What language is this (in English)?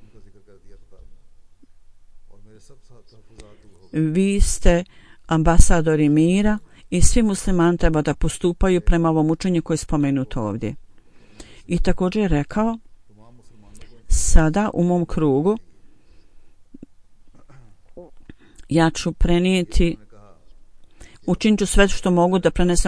Bosnian